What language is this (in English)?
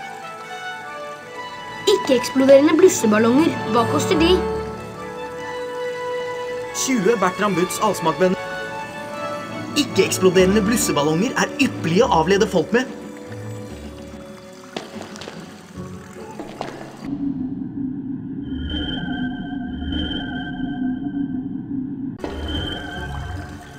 Norwegian